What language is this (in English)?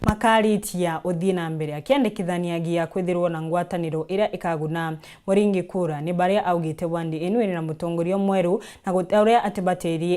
Meru